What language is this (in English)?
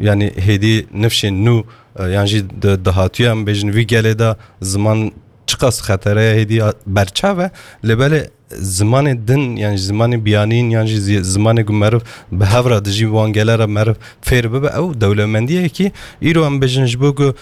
Kurdish